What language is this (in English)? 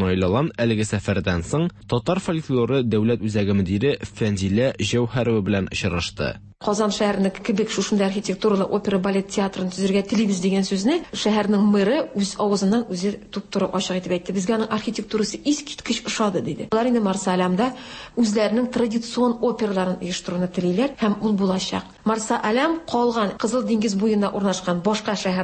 Tatar